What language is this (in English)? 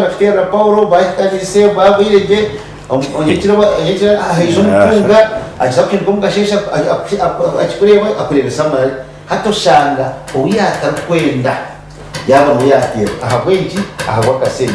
Nyankole